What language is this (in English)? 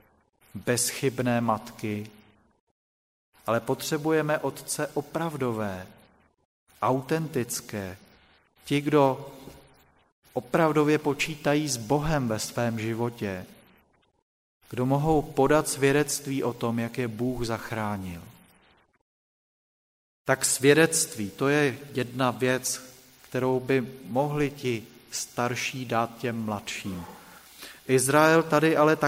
Czech